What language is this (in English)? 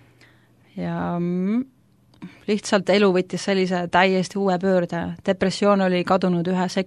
Estonian